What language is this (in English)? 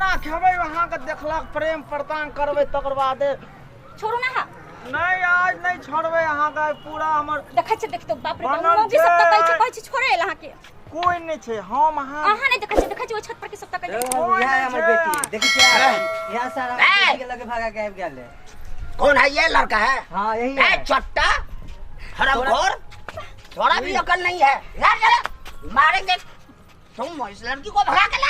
Maithili